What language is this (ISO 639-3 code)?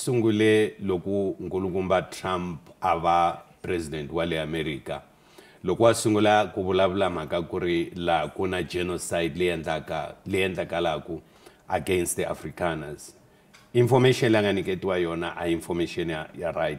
tso